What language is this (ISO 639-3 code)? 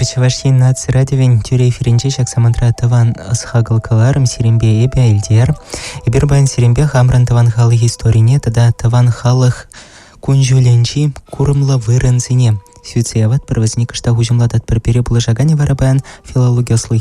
chv